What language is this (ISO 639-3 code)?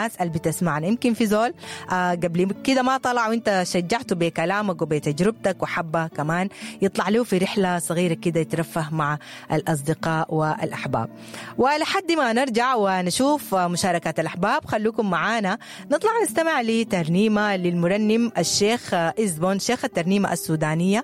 apd